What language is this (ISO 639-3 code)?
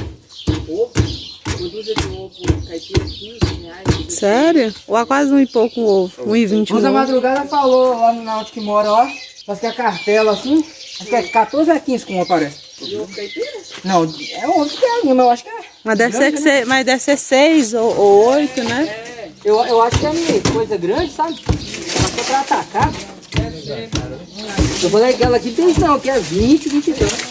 por